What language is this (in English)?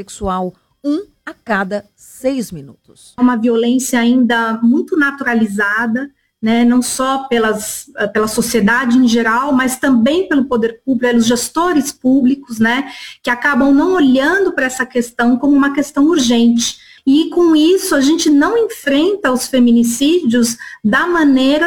Portuguese